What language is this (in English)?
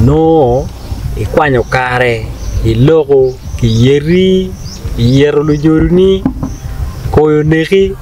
Acoli